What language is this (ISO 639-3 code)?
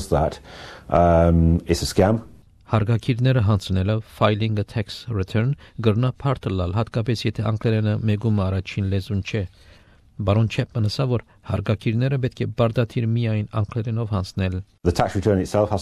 hye